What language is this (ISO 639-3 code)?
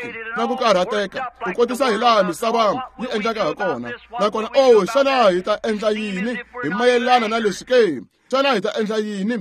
tso